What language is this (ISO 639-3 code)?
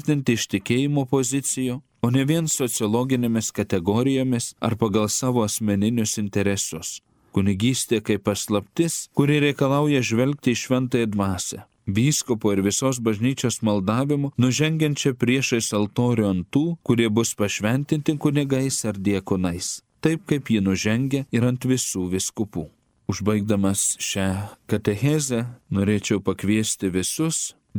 lit